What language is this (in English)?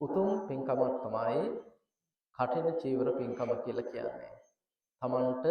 Sinhala